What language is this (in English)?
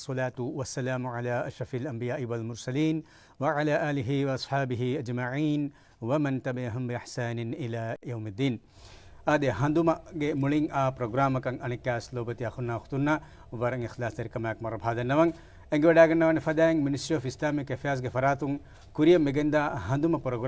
Divehi